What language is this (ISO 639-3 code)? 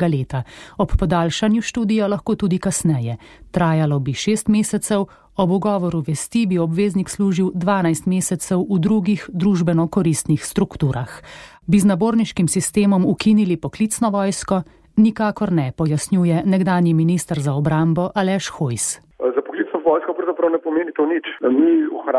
slv